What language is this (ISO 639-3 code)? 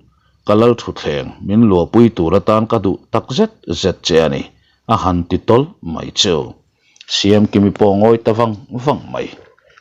lus